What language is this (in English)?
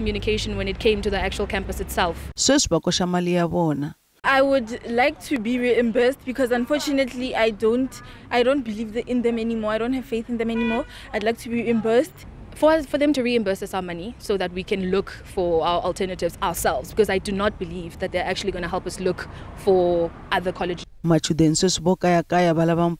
Tsonga